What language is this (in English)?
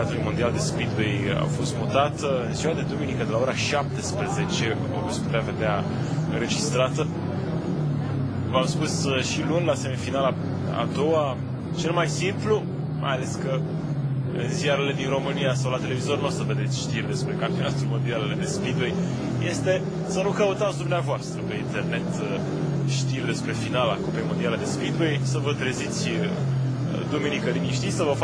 Romanian